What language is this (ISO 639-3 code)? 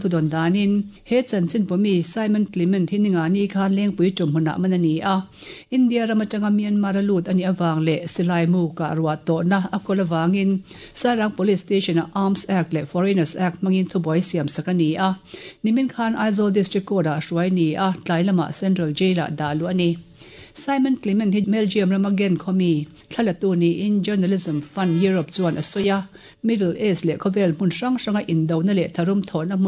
lus